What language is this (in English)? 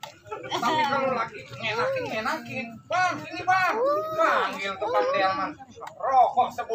Betawi